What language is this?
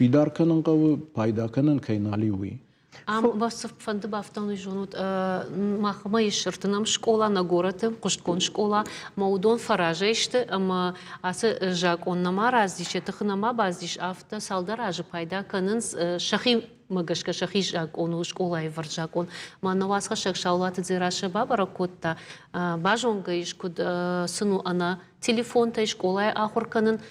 Ossetic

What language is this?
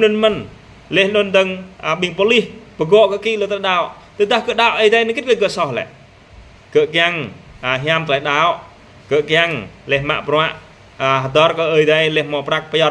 Jarai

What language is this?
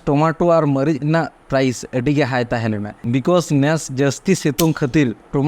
Santali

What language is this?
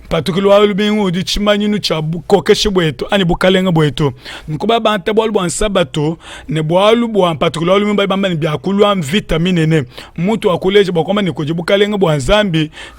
Luba-Lulua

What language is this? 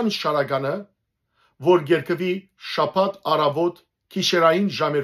Western Armenian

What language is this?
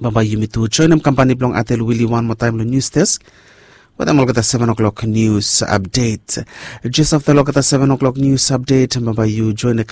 Bislama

